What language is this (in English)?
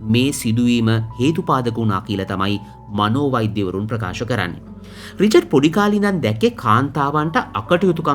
Sinhala